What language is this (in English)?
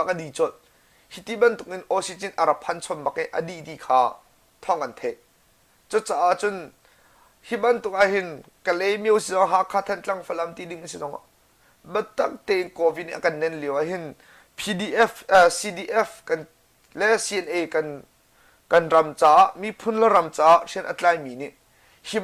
Hakha Chin